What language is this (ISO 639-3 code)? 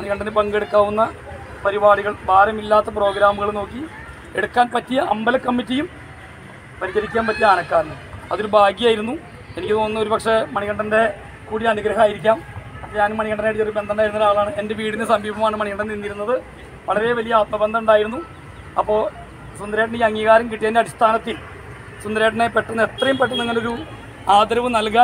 mal